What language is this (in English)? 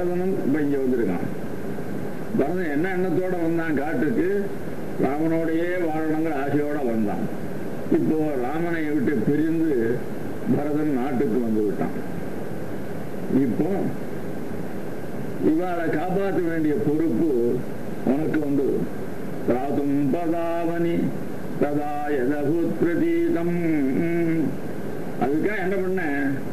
Tamil